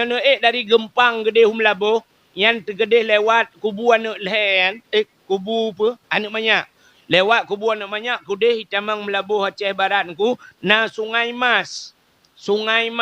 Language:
Achinese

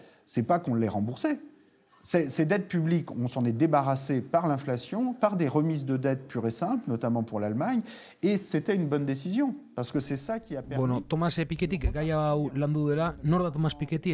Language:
Basque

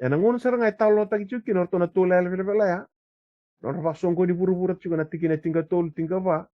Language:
Fijian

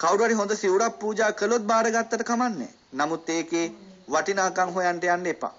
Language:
Sinhala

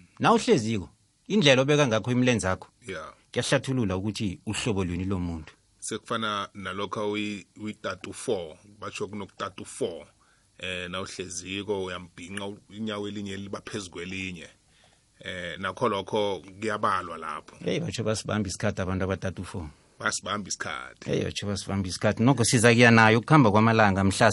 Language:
South Ndebele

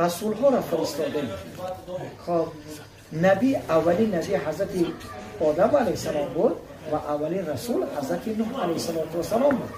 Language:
Tajik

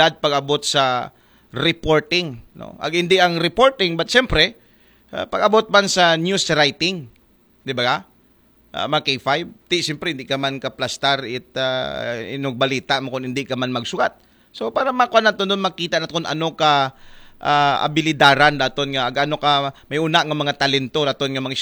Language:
Aklanon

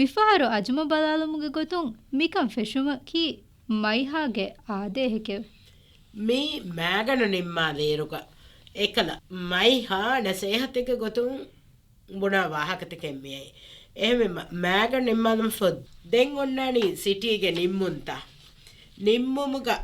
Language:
Divehi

